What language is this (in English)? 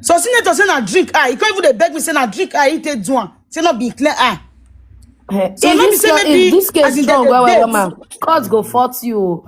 Nigerian Pidgin